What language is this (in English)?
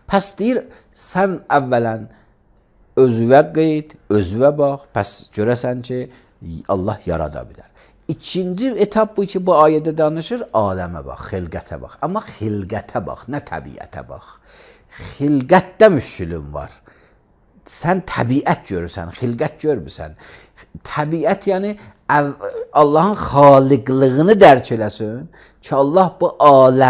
Azerbaijani